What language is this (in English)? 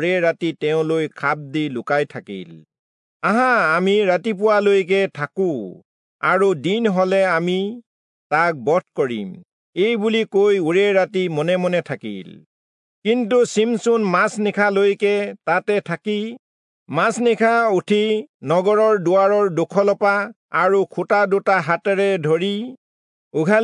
Assamese